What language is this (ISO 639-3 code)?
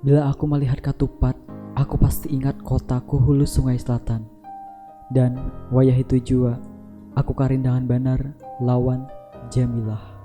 bjn